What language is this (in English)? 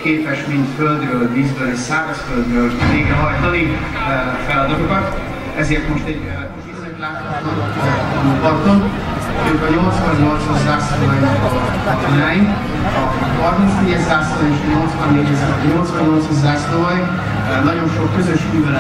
Hungarian